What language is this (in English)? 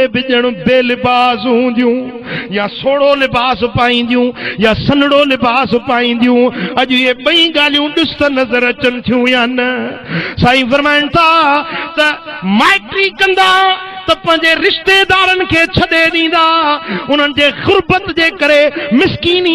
Sindhi